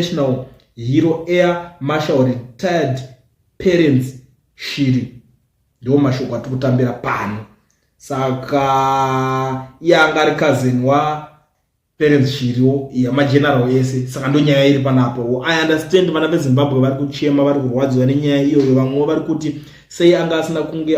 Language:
Shona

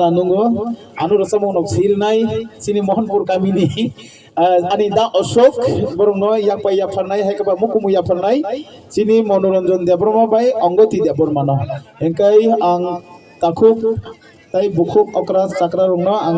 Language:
Kok Borok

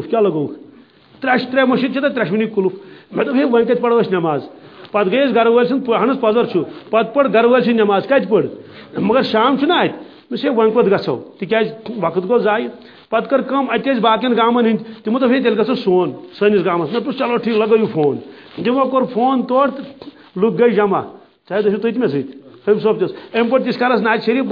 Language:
Kashmiri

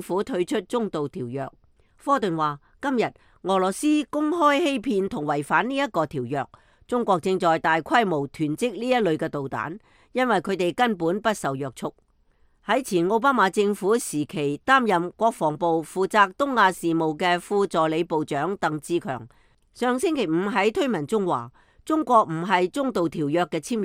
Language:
Cantonese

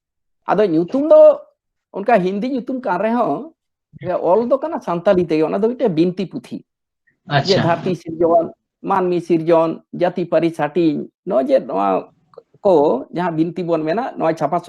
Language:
Santali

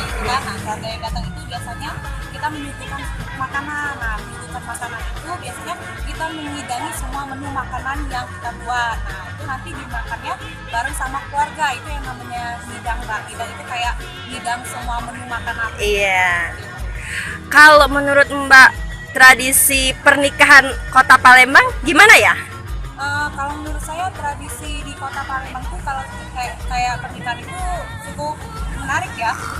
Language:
Musi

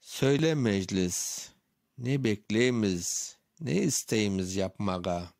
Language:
Crimean Tatar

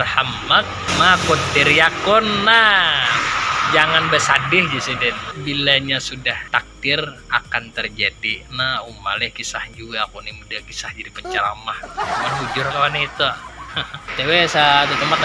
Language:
Banjar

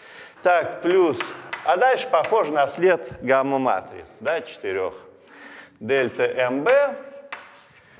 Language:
Russian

